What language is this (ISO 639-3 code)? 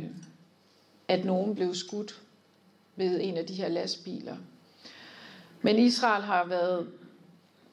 dan